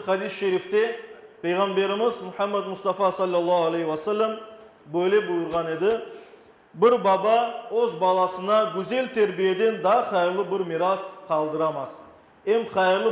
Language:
Crimean Tatar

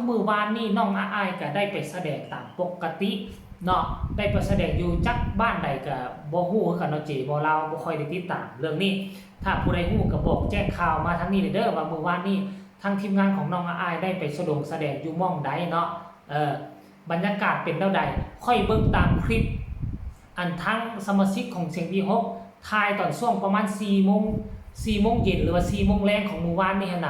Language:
Northeastern Thai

